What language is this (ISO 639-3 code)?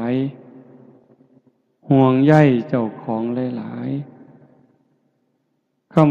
tts